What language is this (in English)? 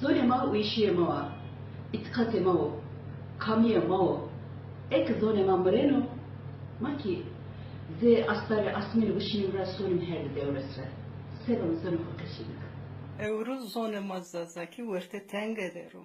Zaza